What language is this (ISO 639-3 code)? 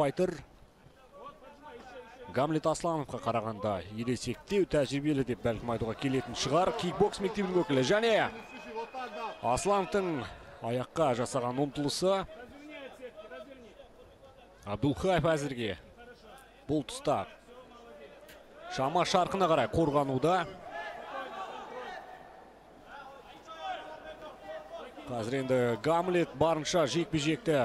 kaz